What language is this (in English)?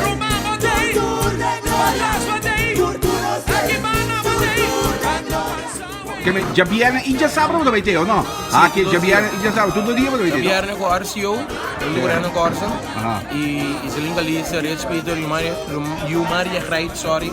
Papiamento